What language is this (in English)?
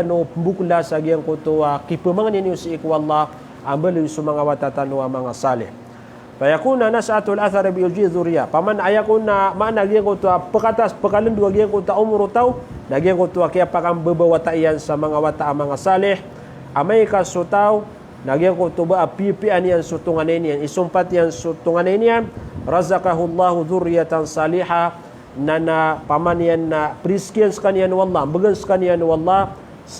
Maranao